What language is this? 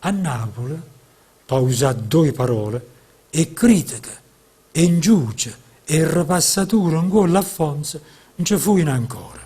Neapolitan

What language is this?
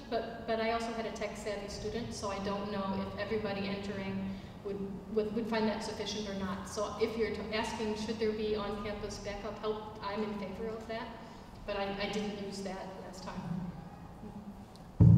English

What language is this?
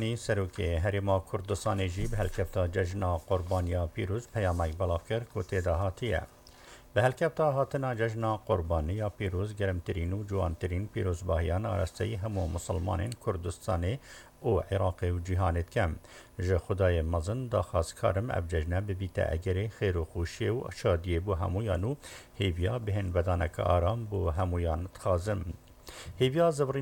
Kurdish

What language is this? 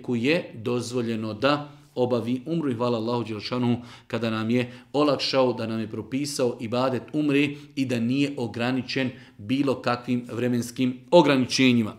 Bosnian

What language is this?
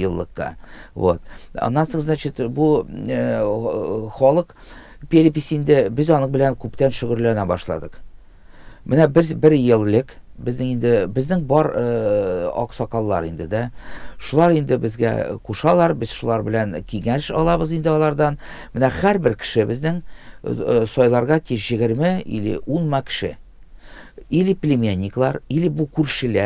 Tatar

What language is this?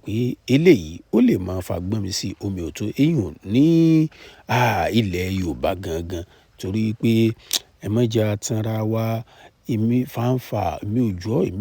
Yoruba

